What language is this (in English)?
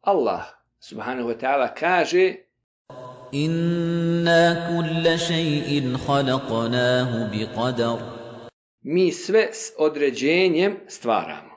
Bosnian